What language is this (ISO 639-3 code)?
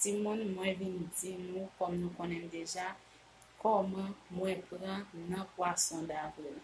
hat